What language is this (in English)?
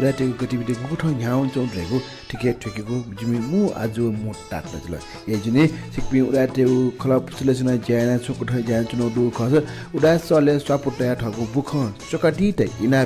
Newari